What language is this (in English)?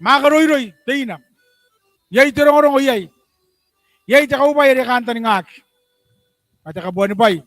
Gilbertese